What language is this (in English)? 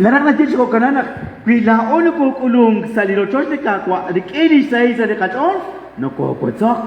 Kekchí